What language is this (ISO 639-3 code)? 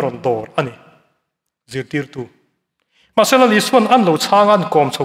lus